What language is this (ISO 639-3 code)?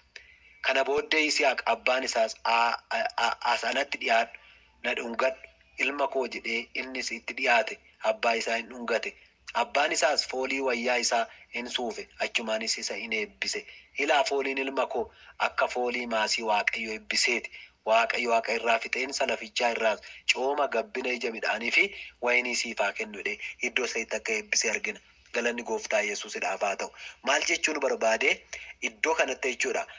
orm